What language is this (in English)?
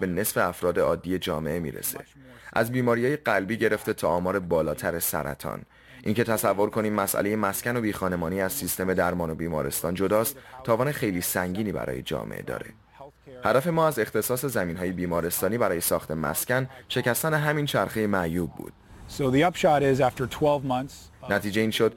Persian